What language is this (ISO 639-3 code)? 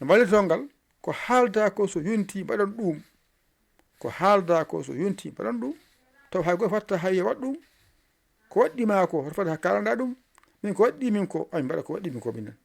ful